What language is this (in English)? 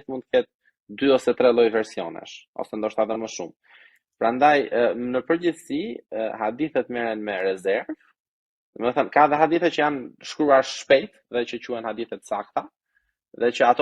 Albanian